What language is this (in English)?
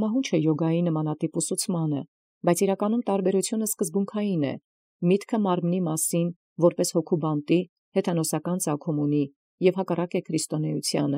Armenian